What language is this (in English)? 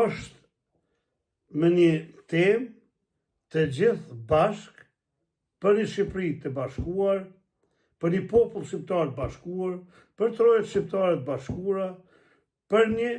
Albanian